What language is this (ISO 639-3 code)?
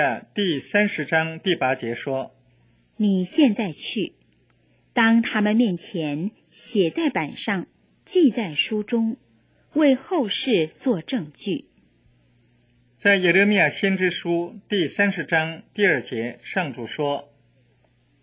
zho